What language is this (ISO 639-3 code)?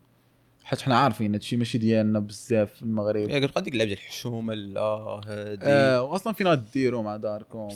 ary